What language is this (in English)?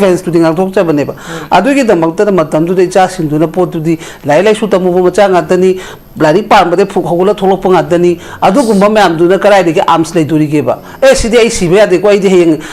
Manipuri